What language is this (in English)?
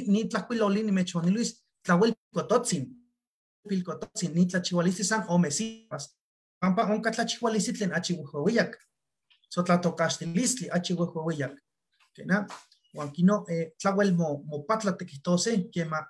Eastern Huasteca Nahuatl